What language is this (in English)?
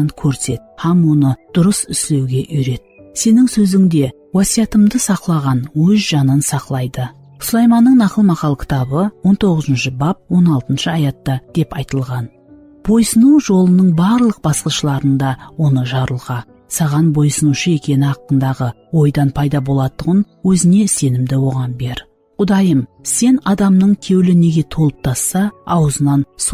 Kara-Kalpak